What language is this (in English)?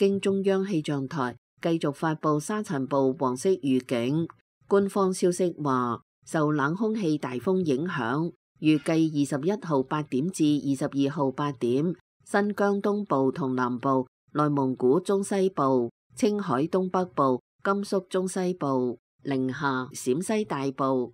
Cantonese